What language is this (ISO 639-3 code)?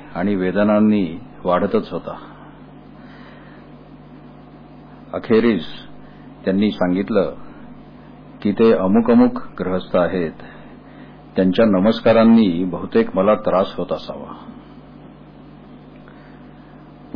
mar